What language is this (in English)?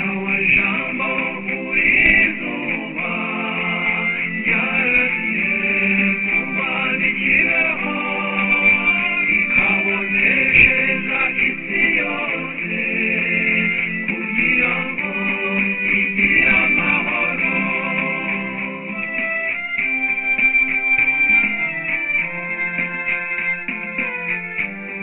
Kinyarwanda